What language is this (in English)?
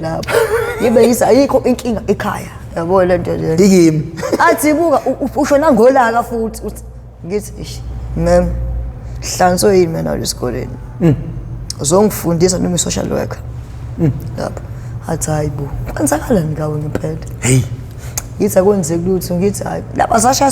Zulu